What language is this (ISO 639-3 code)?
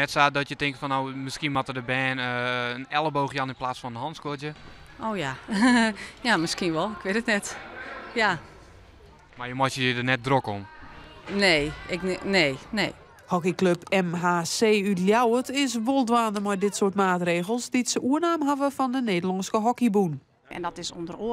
fry